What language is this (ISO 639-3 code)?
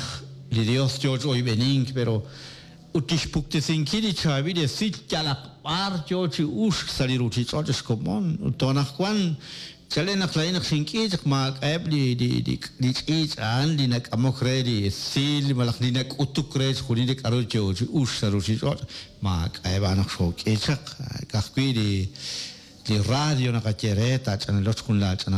kek